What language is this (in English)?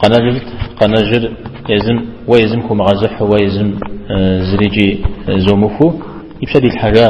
Kabardian